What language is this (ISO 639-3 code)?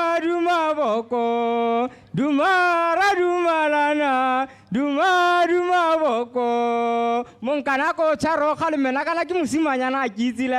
tsn